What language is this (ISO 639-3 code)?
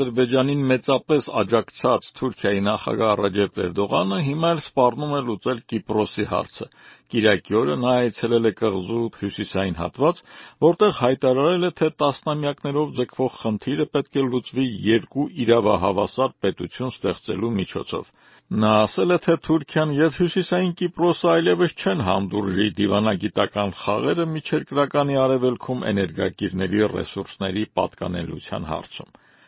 hye